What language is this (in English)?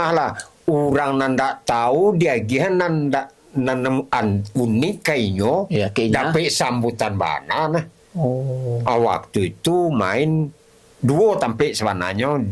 Minangkabau